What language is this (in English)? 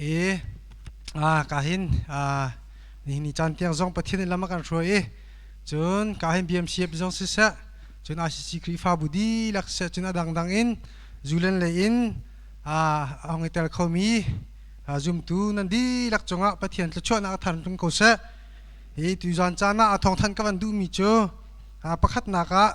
Hakha Chin